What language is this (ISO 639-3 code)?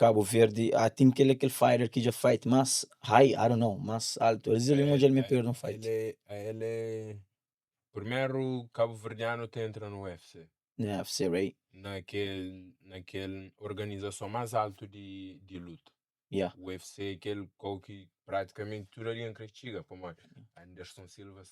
kea